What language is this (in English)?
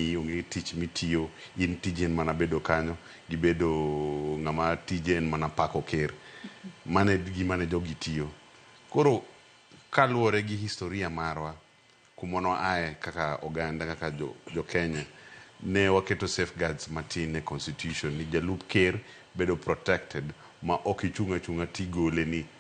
Luo (Kenya and Tanzania)